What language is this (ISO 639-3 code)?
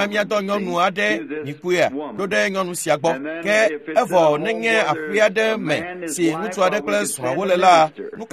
ewe